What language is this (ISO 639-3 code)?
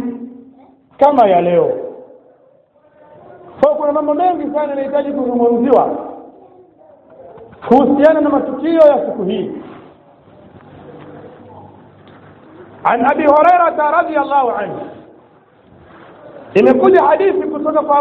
swa